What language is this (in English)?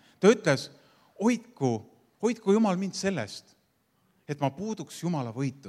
Estonian